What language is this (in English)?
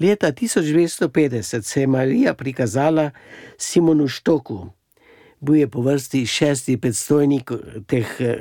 Slovenian